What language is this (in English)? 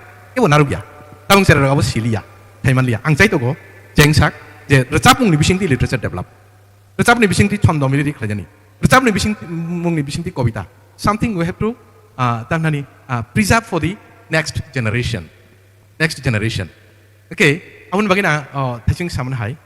Kok Borok